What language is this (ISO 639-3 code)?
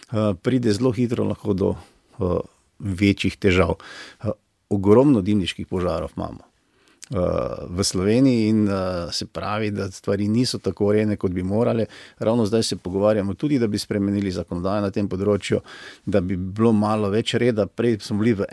slv